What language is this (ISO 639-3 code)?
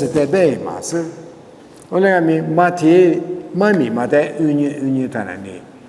lis